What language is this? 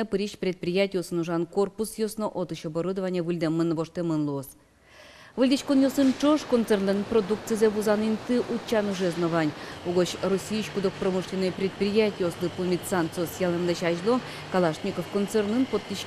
Udmurt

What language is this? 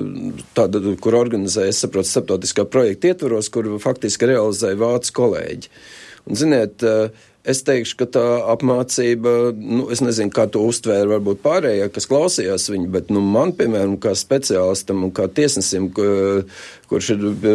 Latvian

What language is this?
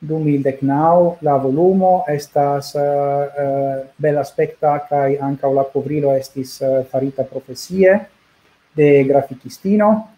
Esperanto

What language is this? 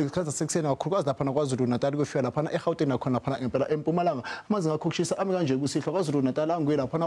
Zulu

